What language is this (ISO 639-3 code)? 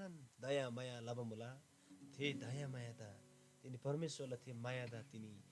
taj